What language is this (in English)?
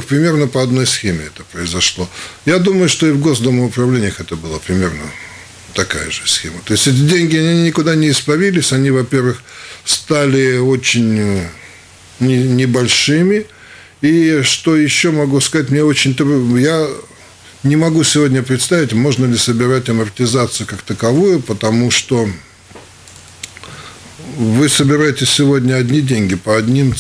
Russian